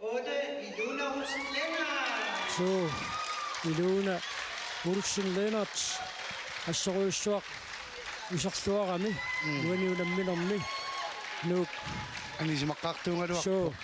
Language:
Kalaallisut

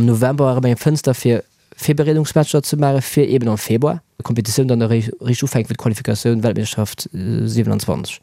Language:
Luxembourgish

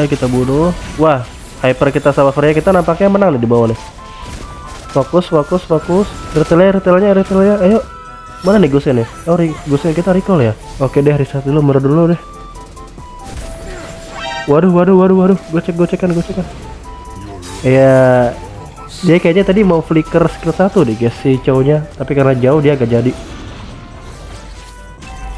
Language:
Indonesian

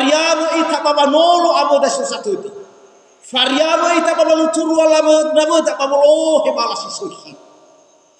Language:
Nias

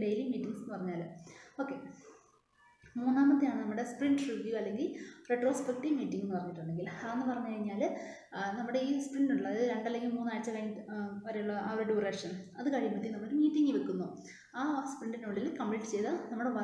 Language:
Malayalam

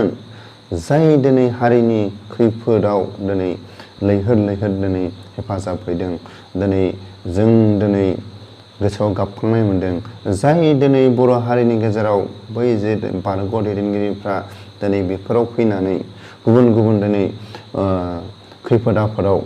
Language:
Bodo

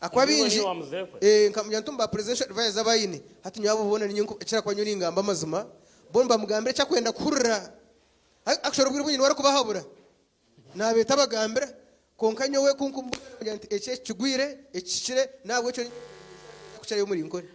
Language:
Nyankole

